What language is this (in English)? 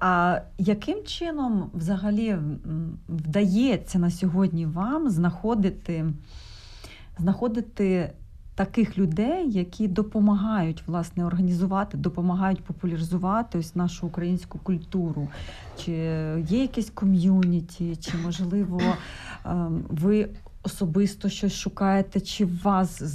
Ukrainian